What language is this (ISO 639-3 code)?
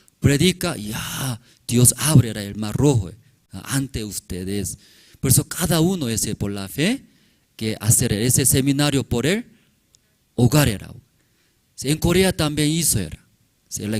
aym